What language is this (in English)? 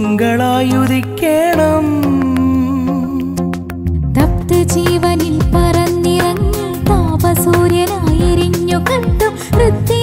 Malayalam